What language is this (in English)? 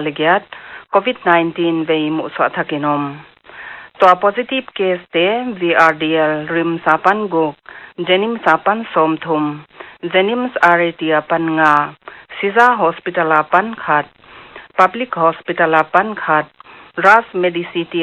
Paite Chin